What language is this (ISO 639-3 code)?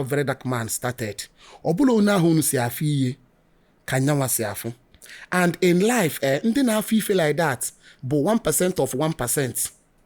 ibo